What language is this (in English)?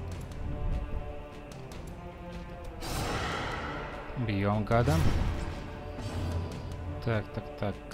Russian